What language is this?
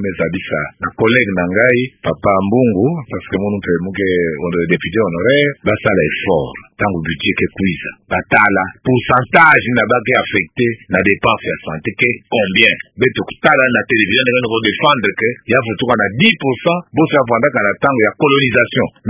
Kituba (Democratic Republic of Congo)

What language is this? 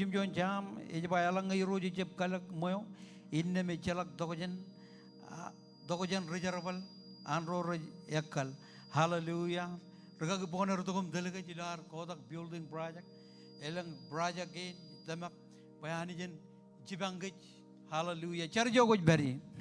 Marshallese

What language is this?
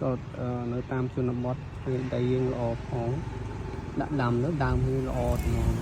Khmer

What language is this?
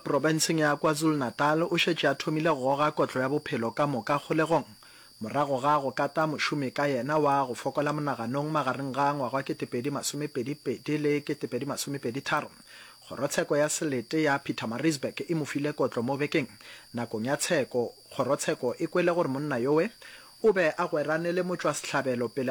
Northern Sotho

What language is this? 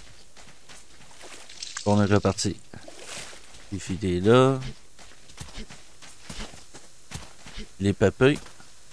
French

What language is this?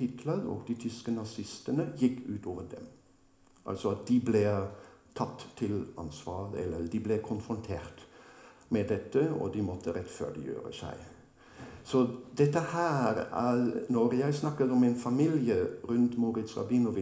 Norwegian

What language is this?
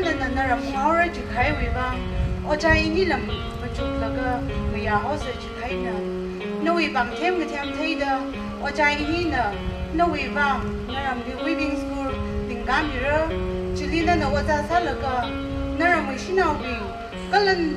Tangkhul Naga (India)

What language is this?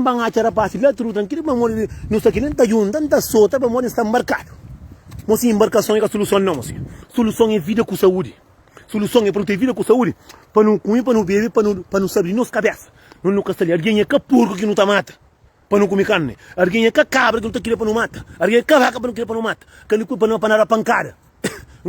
Kabuverdianu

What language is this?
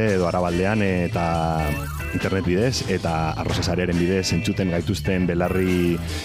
Basque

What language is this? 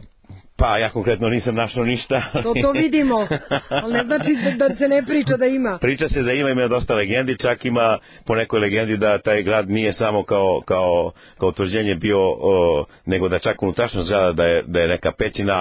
Serbian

